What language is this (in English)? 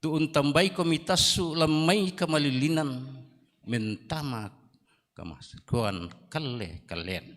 Toraja-Sa'dan